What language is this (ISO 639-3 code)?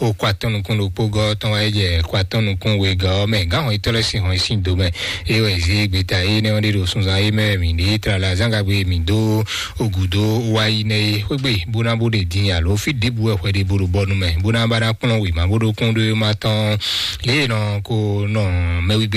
fon